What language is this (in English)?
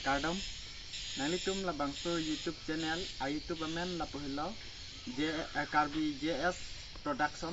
Karbi